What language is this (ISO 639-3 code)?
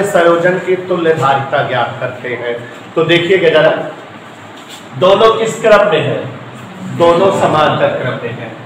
hin